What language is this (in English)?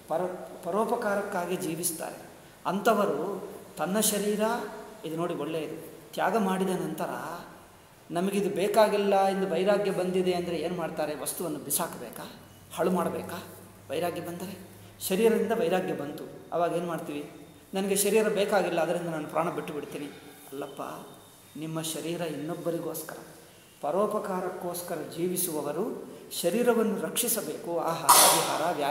Kannada